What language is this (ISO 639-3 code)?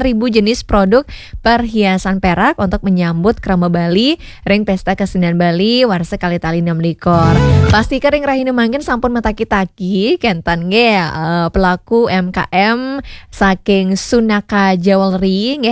ban